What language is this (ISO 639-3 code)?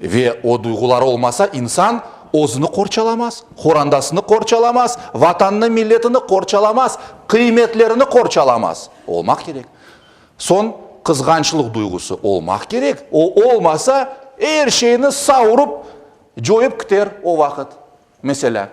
crh